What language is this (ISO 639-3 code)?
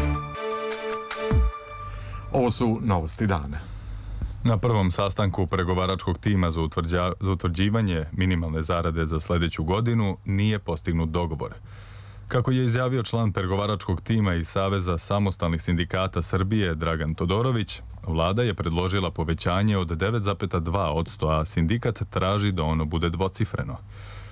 srp